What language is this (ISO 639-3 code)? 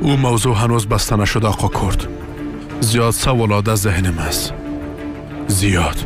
fas